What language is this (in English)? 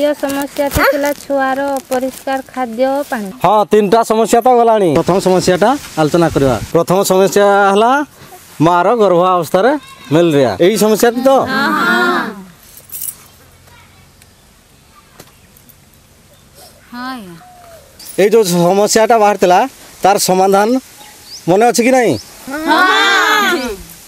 Odia